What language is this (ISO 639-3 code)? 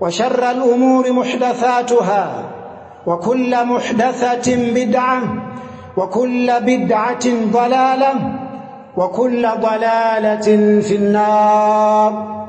nya